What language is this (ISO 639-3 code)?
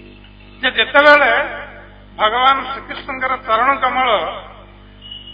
ori